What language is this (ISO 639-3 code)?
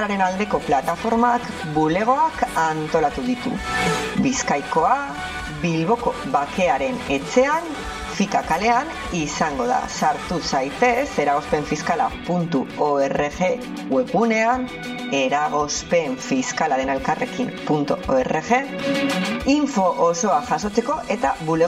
eus